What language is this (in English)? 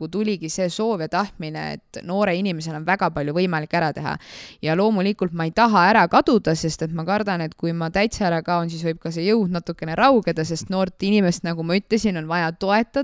Estonian